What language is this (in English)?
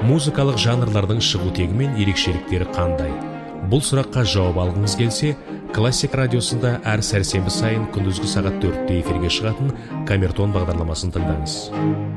Kazakh